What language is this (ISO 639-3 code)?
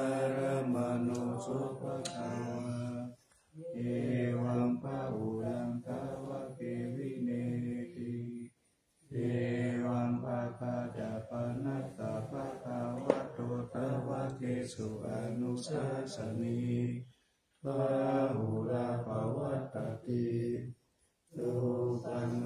pli